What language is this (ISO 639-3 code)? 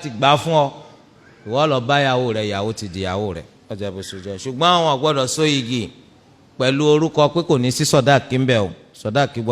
yor